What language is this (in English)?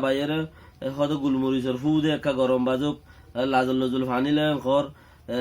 Rohingya